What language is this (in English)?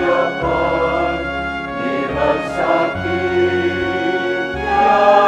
Pampanga